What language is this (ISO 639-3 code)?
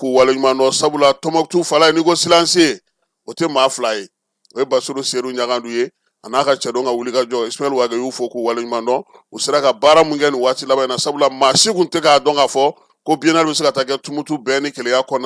bam